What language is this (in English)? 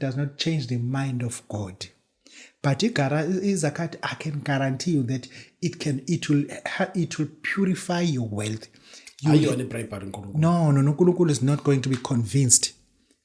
Zulu